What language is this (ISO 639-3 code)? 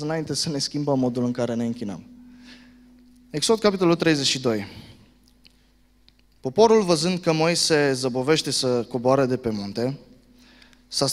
ron